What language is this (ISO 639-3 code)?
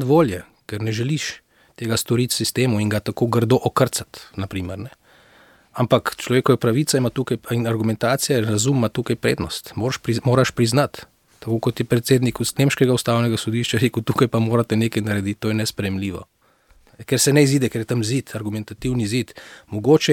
slv